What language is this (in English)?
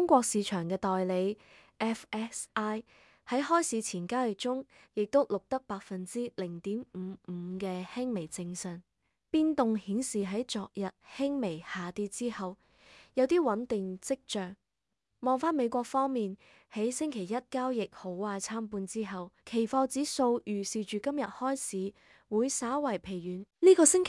Cantonese